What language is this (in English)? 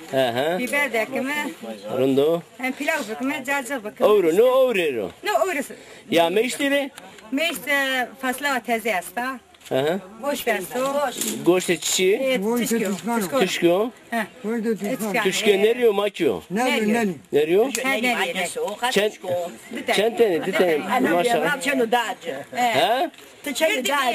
Zaza